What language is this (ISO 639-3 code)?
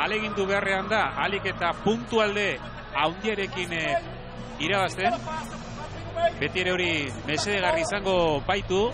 eus